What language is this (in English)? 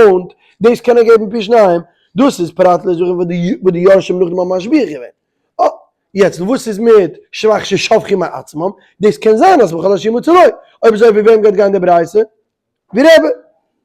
Yiddish